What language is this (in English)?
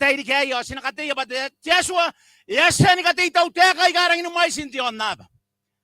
Gilbertese